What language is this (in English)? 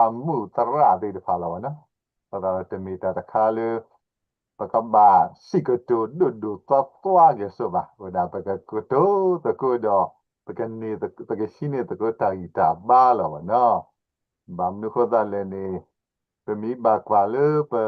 S'gaw Karen